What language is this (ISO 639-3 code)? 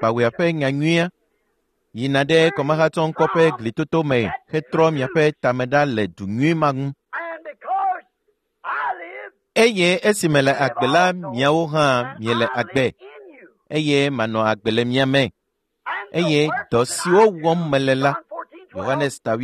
ewe